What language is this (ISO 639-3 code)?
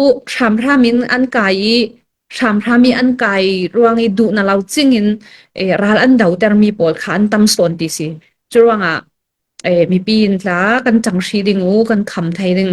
cfm